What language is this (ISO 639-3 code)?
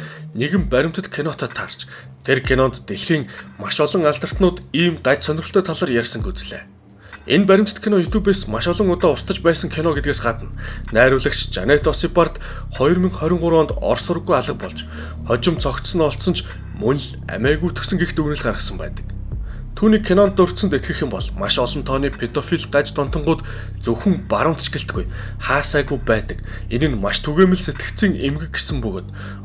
mon